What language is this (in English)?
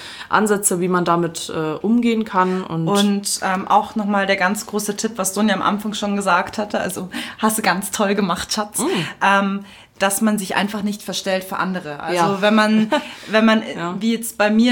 German